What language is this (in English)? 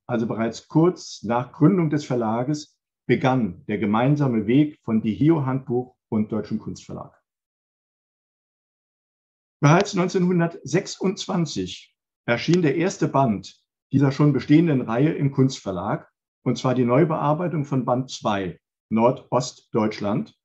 German